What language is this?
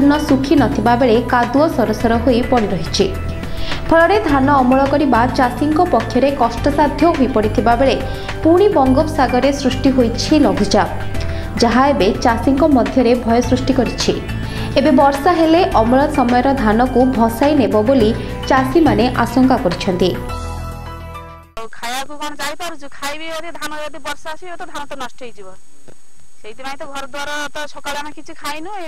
Odia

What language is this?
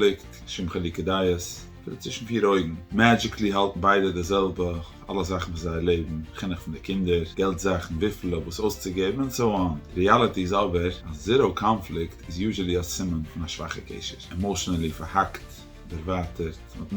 Yiddish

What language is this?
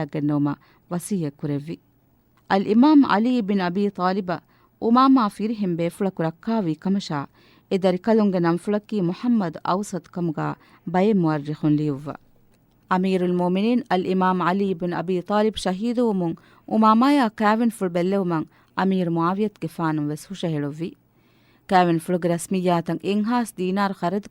Divehi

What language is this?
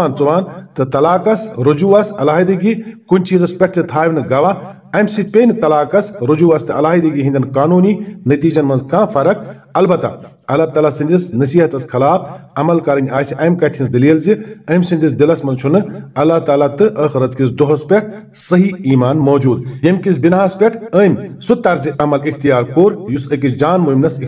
Kashmiri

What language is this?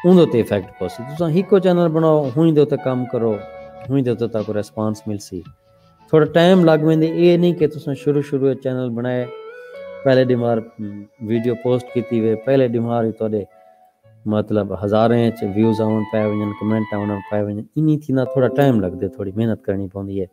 Saraiki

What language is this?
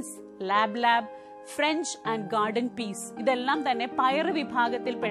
Malayalam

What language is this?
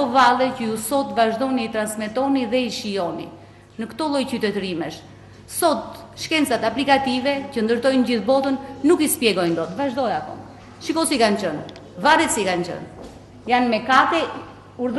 Albanian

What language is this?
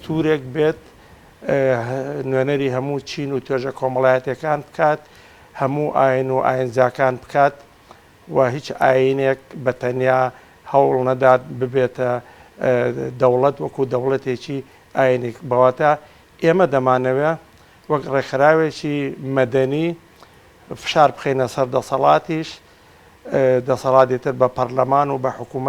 Central Kurdish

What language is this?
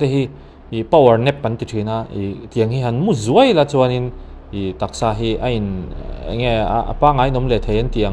Mizo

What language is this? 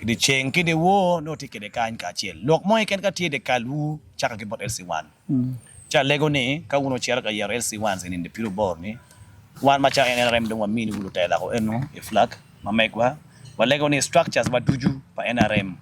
Acoli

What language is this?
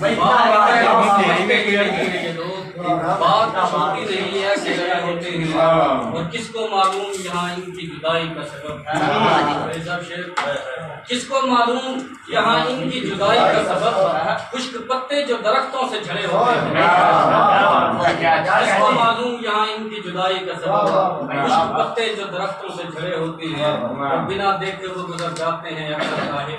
Haryanvi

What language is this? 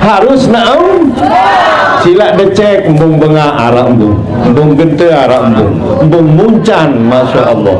Sasak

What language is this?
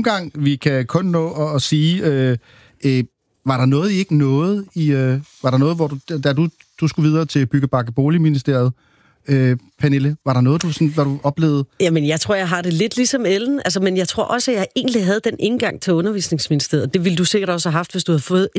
Danish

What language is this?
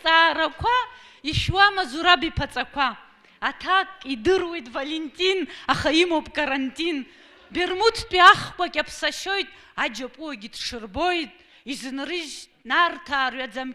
Abkhazian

